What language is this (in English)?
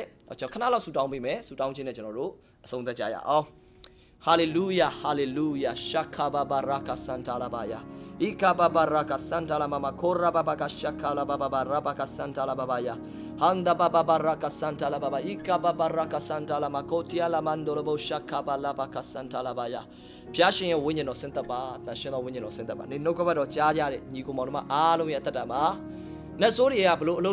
Burmese